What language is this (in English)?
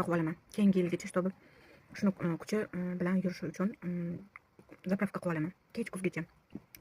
Uzbek